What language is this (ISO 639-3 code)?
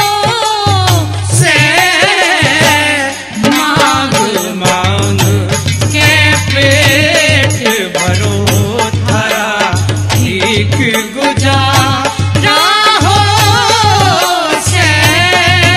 bgc